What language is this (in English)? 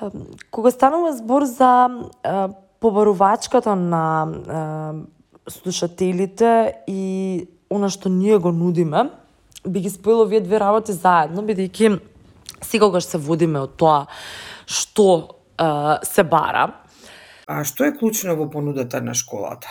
Macedonian